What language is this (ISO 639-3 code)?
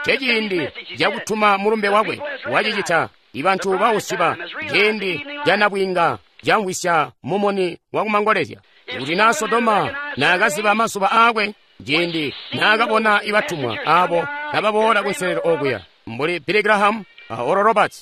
toi